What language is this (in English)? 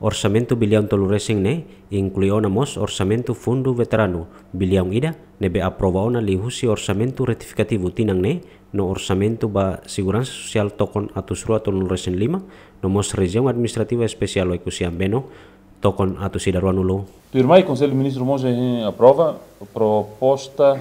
Tetum